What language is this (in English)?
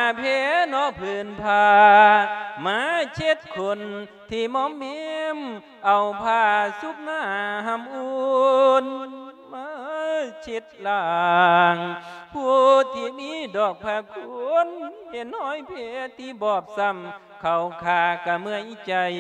Lao